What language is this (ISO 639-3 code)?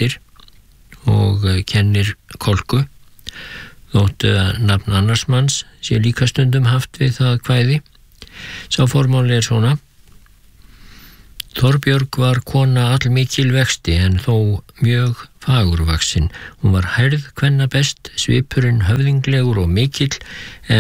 isl